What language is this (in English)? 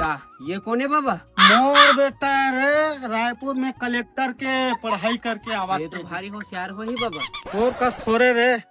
Chhattisgarhi